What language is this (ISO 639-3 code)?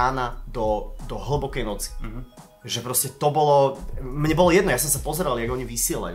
slk